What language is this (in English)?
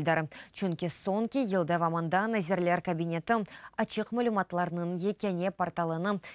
Crimean Tatar